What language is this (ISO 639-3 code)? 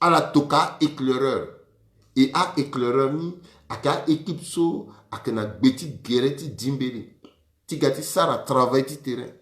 sag